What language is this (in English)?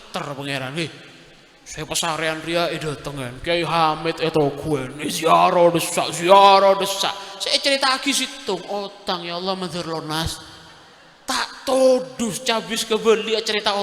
Madurese